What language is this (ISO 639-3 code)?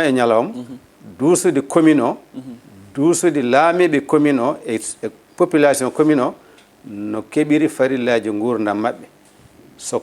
ful